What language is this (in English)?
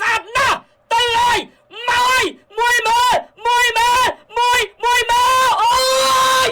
Khmer